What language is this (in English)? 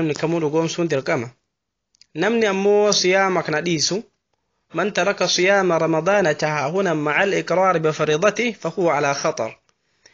Oromo